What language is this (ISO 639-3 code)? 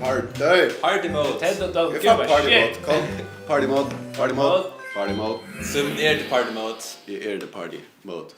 fao